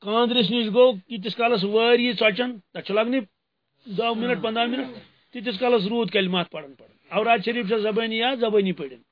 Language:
Kashmiri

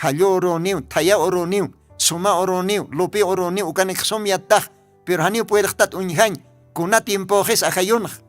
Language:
Aymara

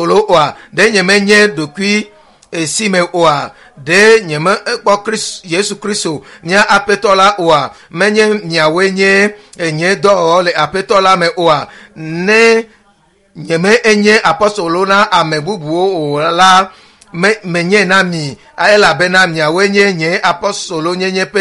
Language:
Ewe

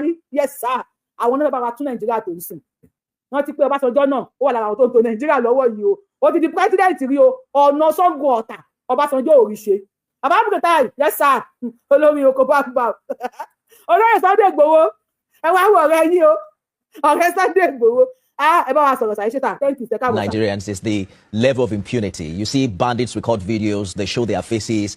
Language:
Yoruba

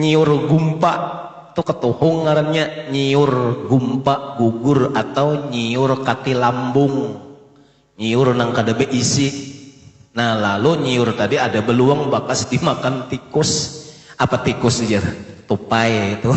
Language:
Banjar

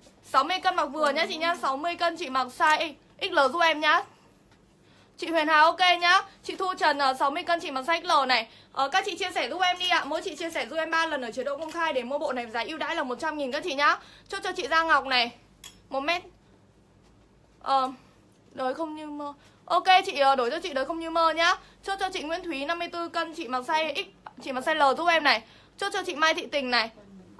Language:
Vietnamese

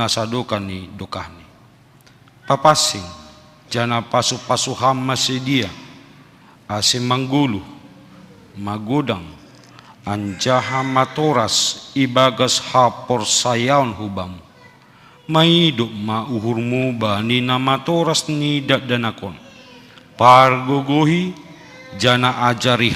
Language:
Batak Simalungun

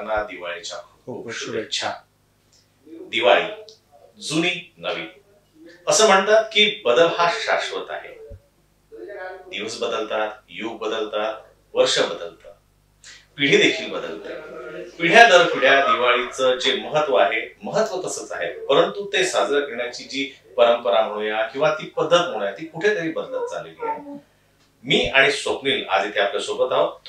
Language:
Marathi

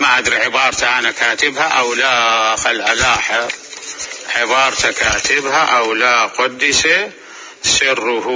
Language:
Mesopotamian Arabic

